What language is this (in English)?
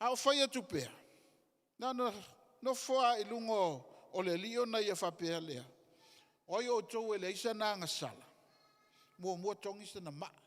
Samoan